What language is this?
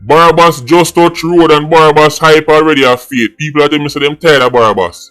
Jamaican Creole English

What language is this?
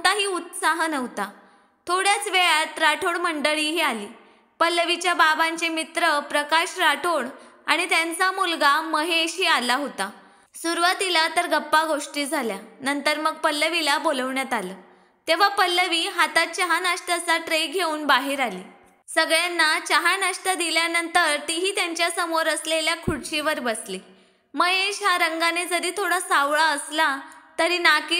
Marathi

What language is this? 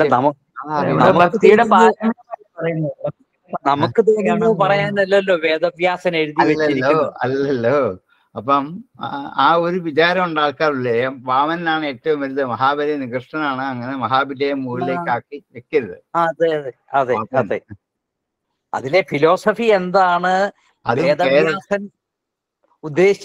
Malayalam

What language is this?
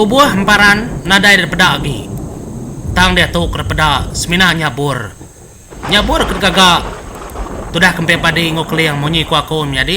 Iban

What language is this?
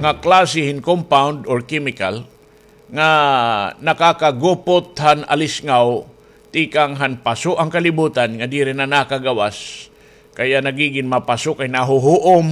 Waray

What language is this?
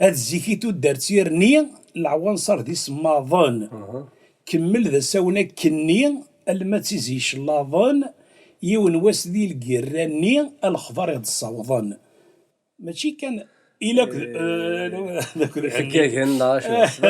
Kabyle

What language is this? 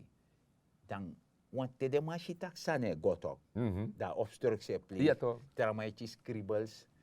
Sranan Tongo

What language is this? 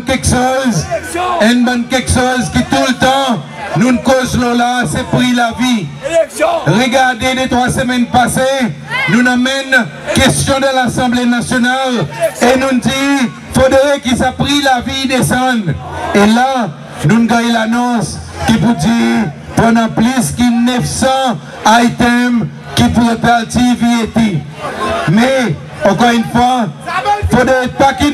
Seselwa Creole French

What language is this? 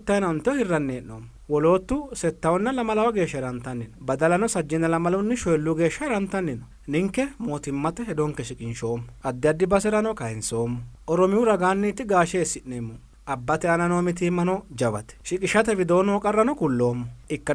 Sidamo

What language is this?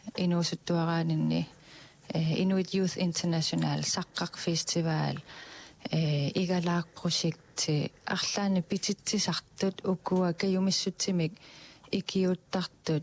Kalaallisut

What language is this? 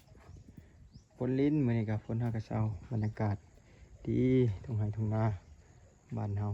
Lao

